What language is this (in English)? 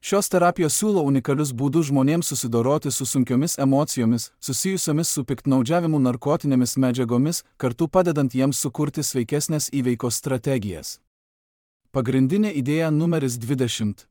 Lithuanian